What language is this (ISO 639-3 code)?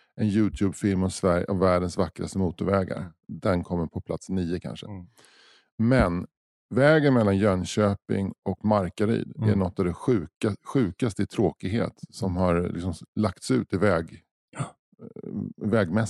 swe